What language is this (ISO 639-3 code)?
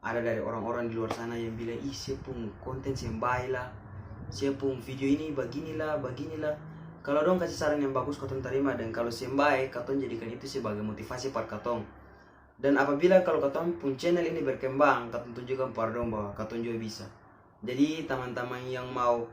abs